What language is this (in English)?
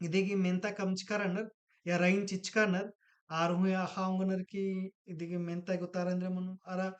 Kurukh